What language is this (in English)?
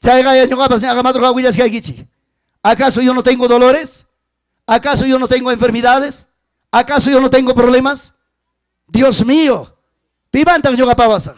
Ayacucho Quechua